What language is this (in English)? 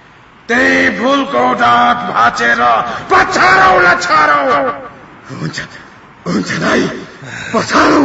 Nepali